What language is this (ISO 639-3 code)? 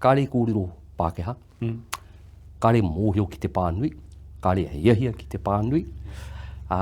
mri